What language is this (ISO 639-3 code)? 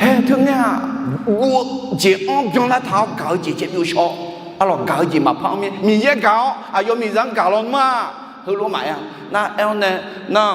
ahk